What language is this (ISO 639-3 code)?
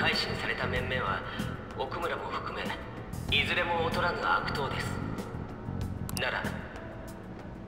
jpn